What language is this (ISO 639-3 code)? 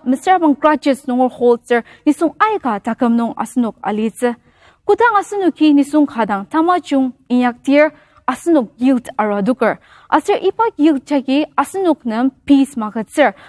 njo